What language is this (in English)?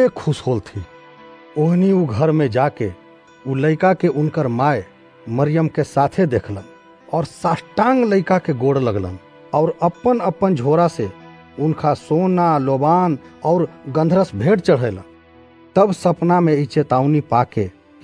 Bhojpuri